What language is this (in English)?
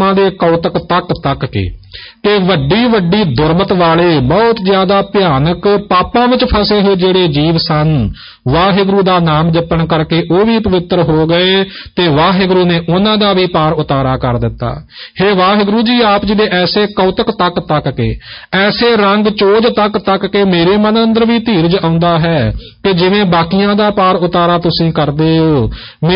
Punjabi